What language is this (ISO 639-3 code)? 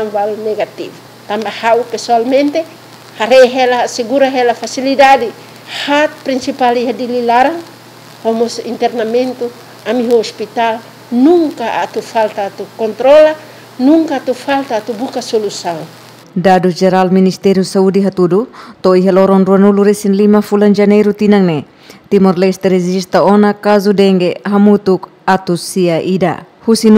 tet